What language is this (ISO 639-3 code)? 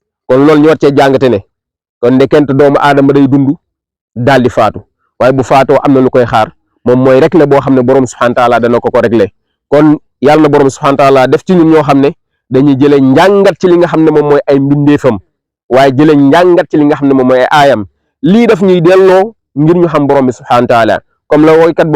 wol